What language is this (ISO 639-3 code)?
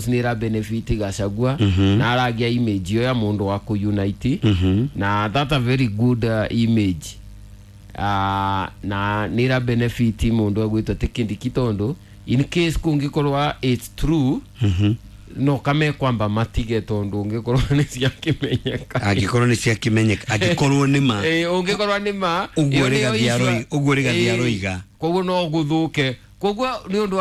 kik